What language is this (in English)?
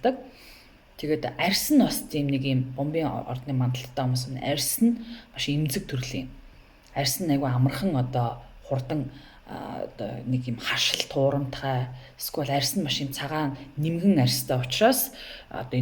Mongolian